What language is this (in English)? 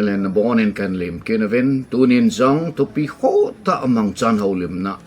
Thado Chin